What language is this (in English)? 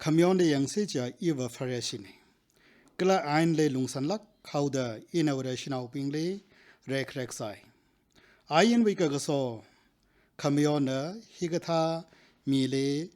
Tangkhul Naga (India)